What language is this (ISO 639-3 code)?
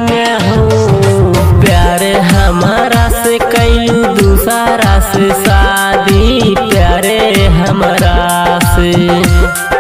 bho